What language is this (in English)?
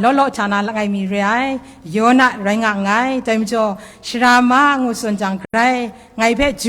Kachin